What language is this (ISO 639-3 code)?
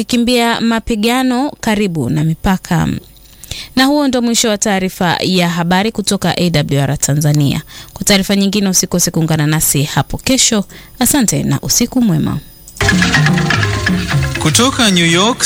swa